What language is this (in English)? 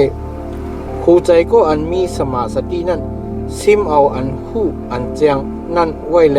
Shan